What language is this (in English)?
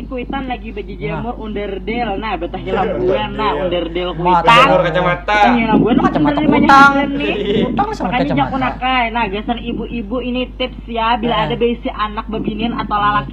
Banjar